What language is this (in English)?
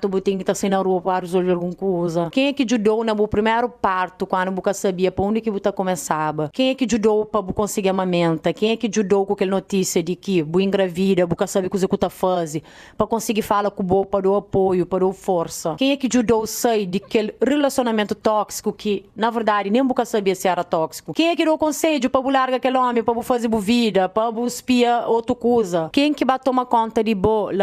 Kabuverdianu